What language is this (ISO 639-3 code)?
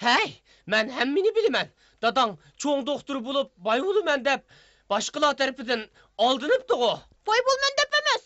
uig